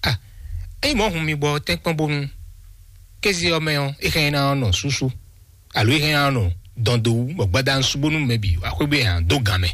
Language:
Fon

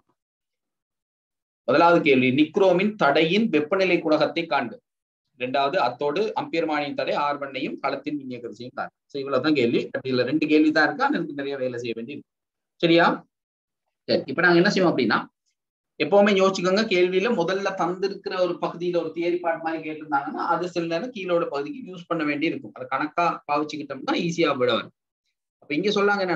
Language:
Tamil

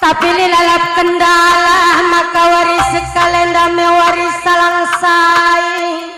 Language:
Batak Karo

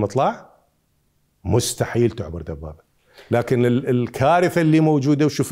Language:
Mesopotamian Arabic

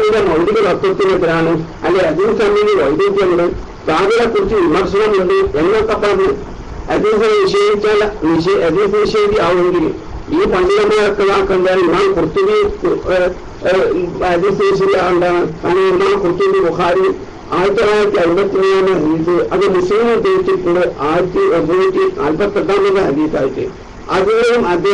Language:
Malayalam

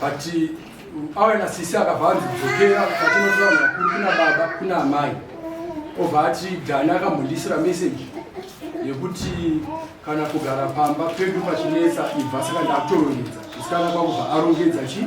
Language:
Shona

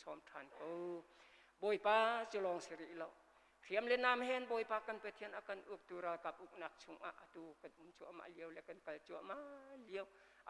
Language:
Hakha Chin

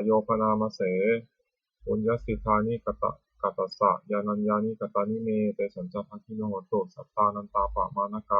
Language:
Pali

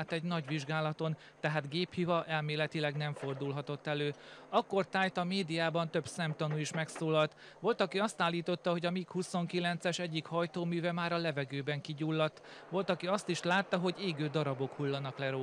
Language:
Hungarian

